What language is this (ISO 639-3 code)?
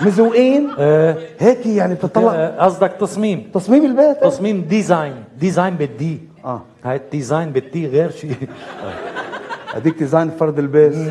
apc